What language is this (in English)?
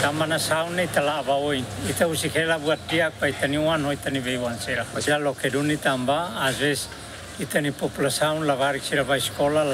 Tetum